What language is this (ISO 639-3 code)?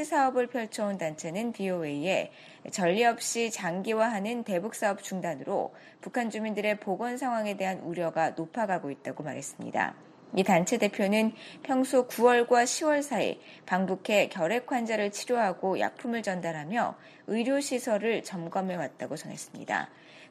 kor